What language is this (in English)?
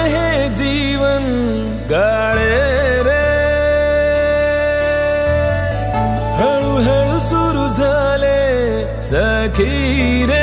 Marathi